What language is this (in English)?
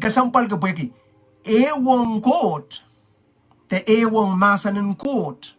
Pohnpeian